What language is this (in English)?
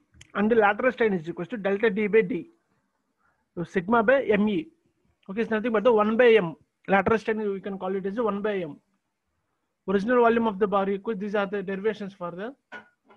English